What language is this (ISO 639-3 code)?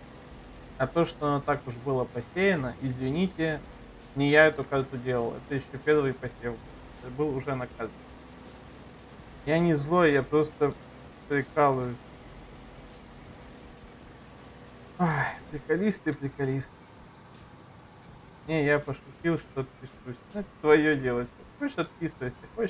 rus